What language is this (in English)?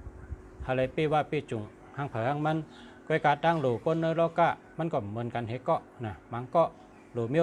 Shan